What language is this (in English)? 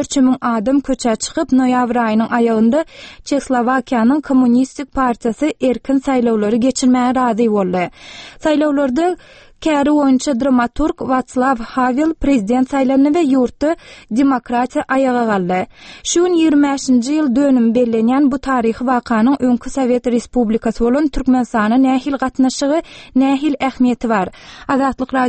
Turkmen